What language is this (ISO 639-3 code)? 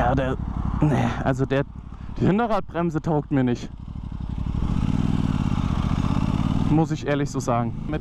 deu